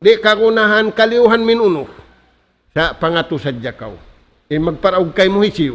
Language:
Tausug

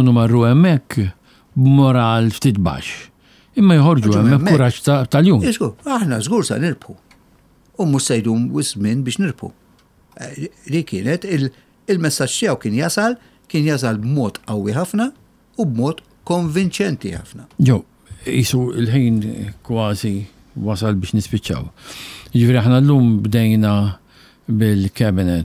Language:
Maltese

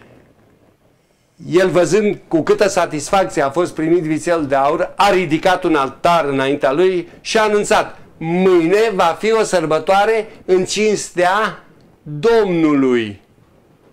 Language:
Romanian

